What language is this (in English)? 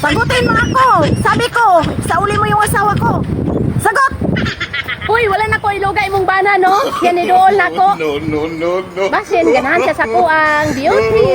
Cebuano